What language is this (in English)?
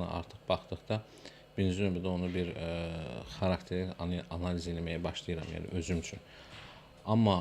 Azerbaijani